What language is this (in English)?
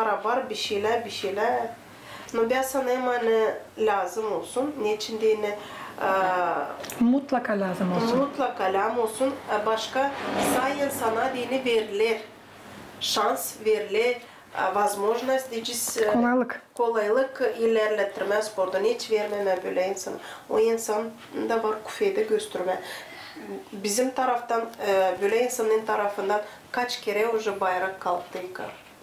Gagauz